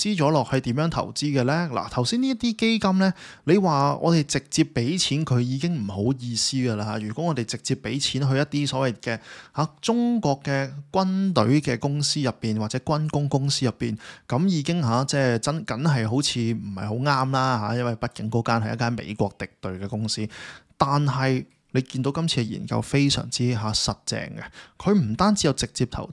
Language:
Cantonese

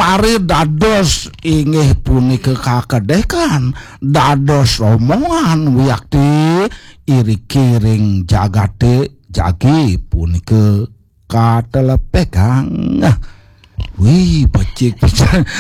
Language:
Balinese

